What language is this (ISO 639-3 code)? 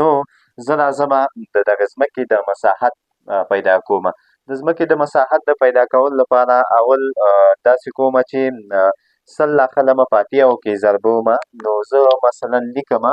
pus